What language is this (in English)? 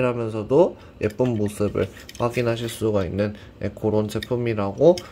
Korean